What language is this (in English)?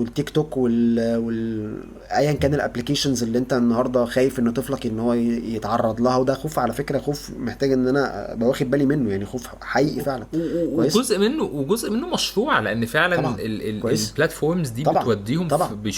Egyptian Arabic